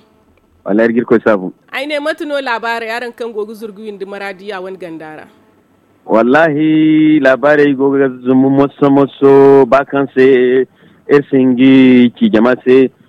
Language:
Zarma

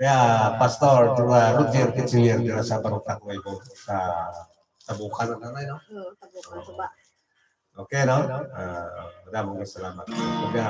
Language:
Hiligaynon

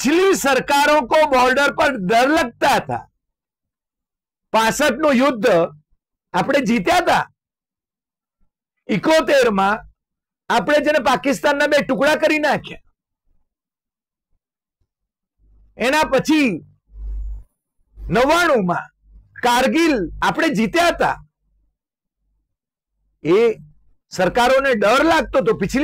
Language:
Gujarati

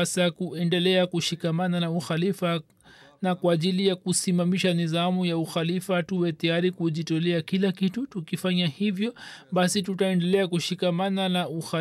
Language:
Swahili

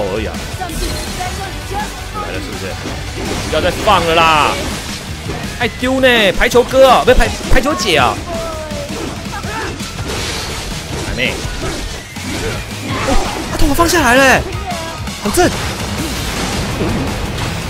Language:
Chinese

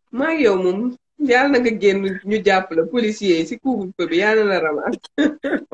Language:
Wolof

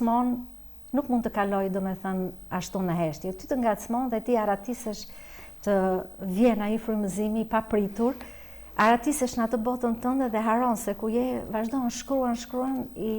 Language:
Albanian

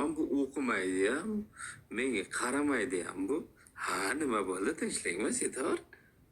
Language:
Uzbek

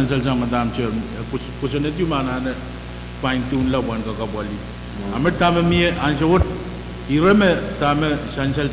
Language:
Pohnpeian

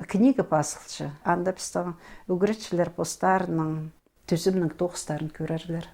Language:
Khakas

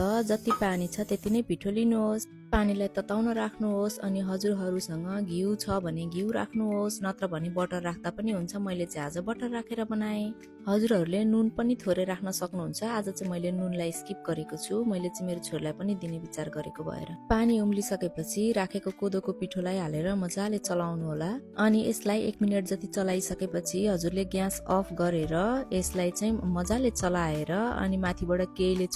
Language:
Nepali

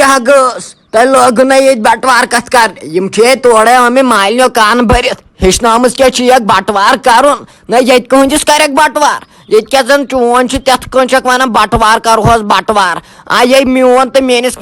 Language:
Kashmiri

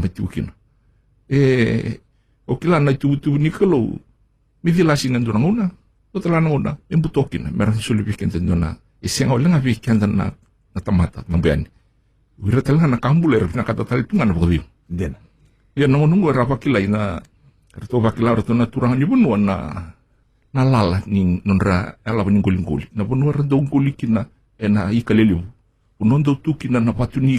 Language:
Fijian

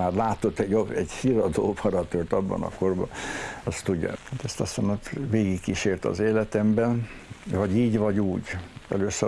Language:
Hungarian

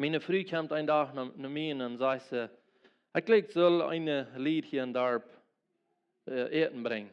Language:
Plautdietsch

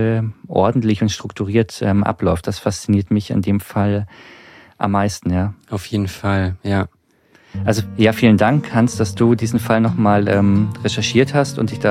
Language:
German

